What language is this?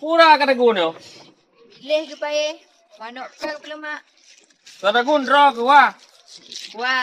Achinese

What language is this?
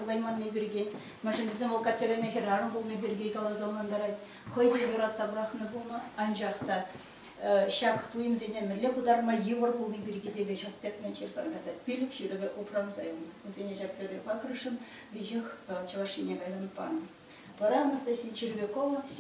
Chuvash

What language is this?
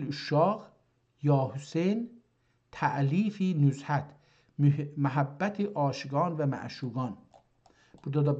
South Azerbaijani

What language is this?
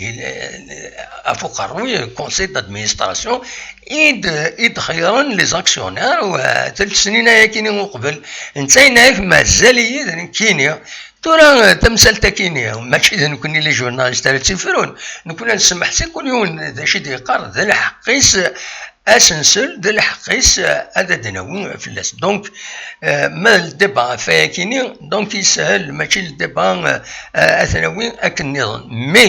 Kabyle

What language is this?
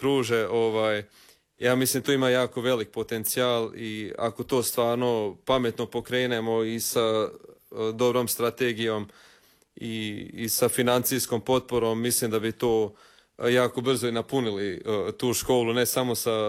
Croatian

